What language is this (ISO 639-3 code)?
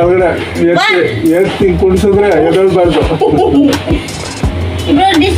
kan